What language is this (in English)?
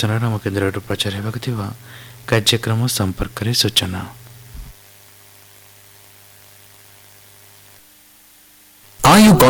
Odia